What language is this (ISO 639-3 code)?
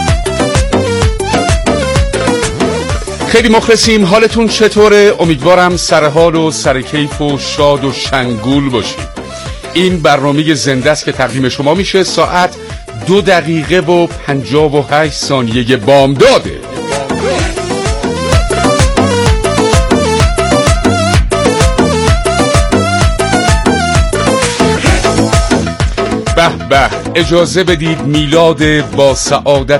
fas